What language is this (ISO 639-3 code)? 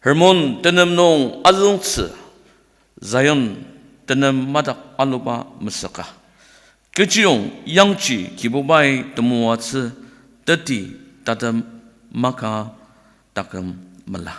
njo